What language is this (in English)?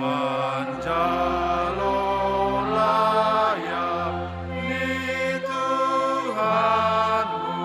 Batak Simalungun